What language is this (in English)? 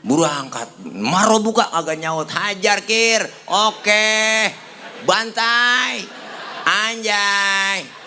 Betawi